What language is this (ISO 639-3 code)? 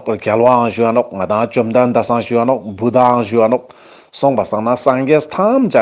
lbj